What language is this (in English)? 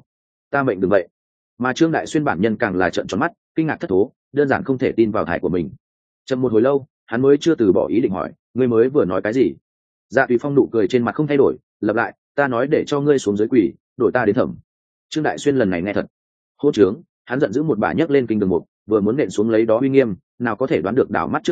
Vietnamese